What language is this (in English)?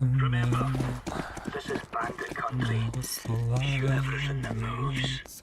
Kara-Kalpak